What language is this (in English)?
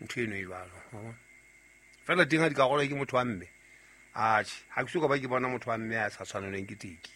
Southern Sotho